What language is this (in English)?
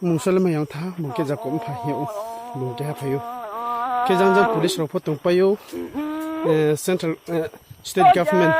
Riang (India)